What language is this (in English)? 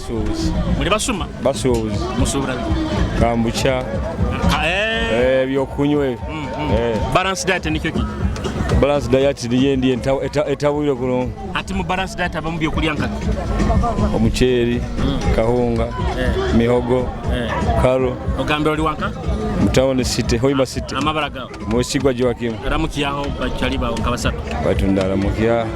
Nyoro